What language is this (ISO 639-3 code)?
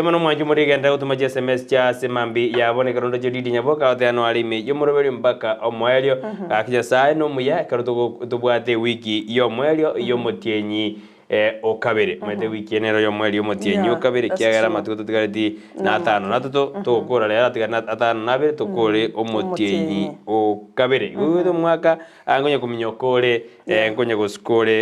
guz